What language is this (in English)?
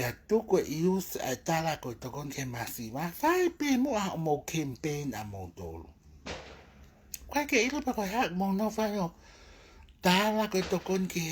Tongan